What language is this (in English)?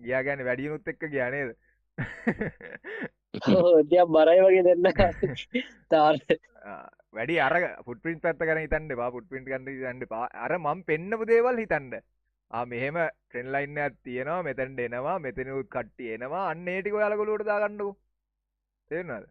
Sinhala